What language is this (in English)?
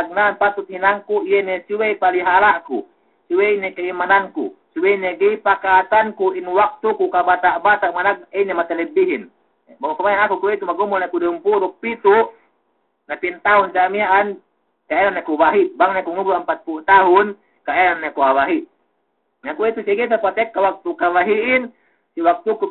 Yakan